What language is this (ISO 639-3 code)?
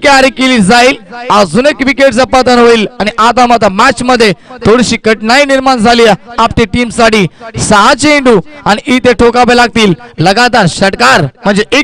mar